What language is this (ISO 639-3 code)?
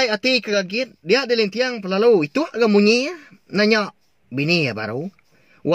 iba